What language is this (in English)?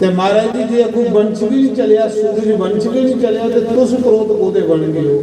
Dogri